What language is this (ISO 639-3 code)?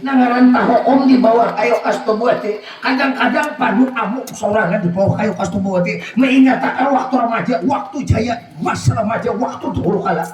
bjn